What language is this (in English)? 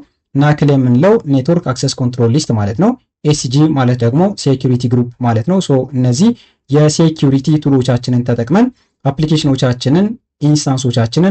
Amharic